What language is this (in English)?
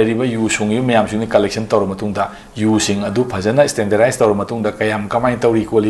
Manipuri